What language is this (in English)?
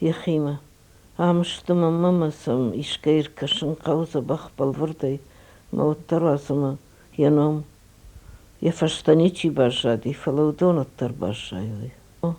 Ossetic